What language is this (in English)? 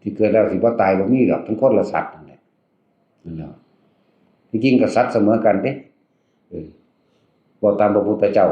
Northeastern Thai